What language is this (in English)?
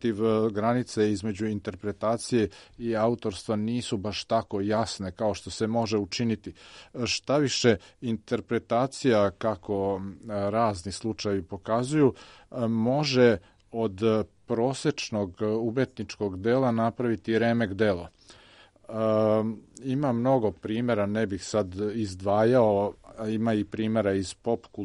Serbian